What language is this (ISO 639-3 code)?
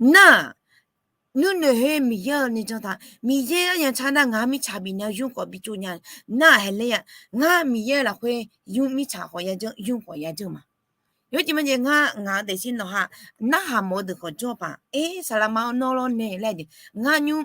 ahk